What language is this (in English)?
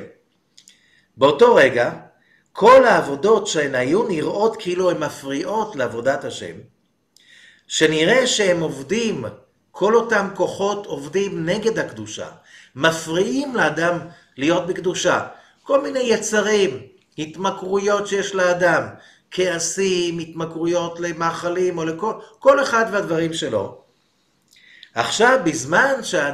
Hebrew